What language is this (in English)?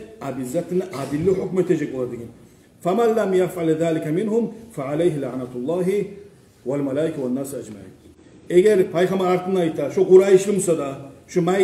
Kumyk